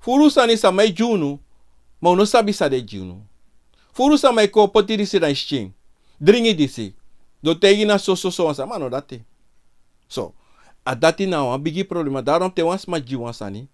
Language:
Sranan Tongo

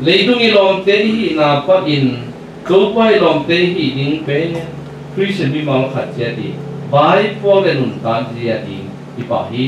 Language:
Tedim Chin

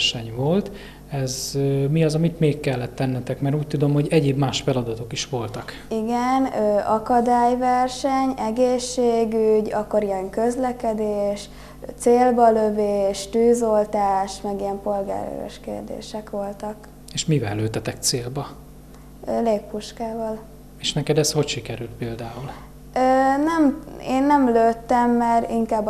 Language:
Hungarian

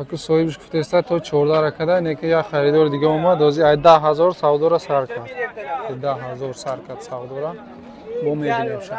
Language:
Tajik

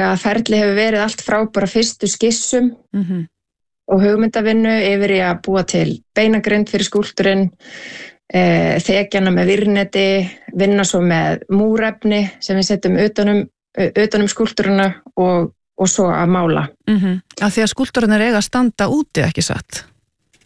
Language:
Icelandic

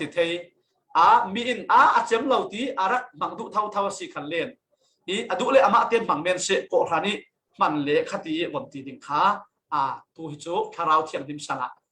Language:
Falam Chin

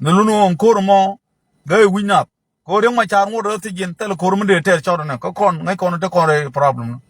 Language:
Nuer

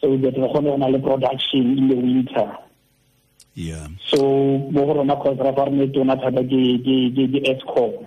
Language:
Tswana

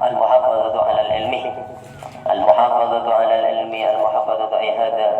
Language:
Madurese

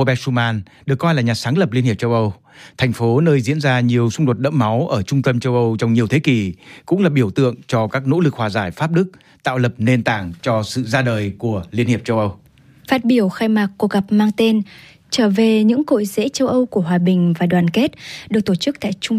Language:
Vietnamese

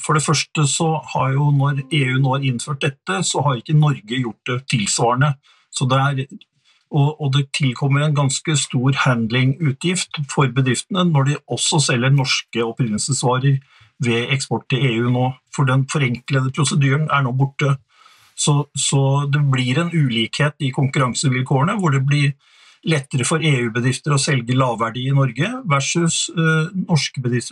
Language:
Norwegian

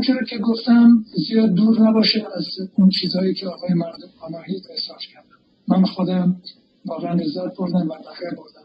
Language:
Persian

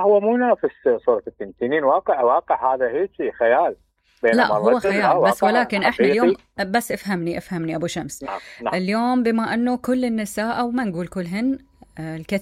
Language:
Mesopotamian Arabic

